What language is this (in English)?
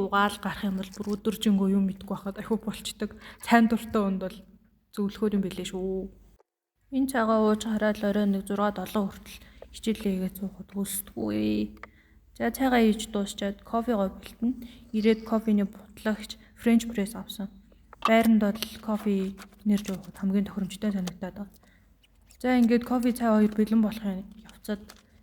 Mongolian